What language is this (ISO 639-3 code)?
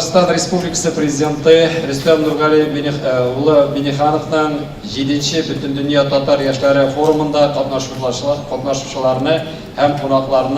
tat